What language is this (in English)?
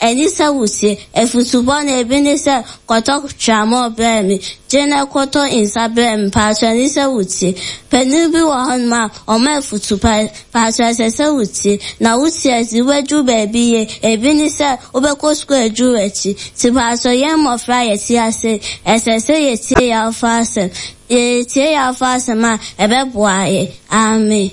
Akan